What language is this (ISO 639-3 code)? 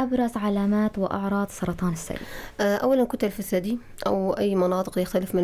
apc